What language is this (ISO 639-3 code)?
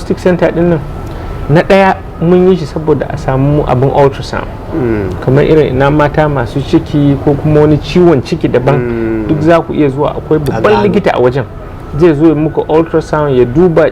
hau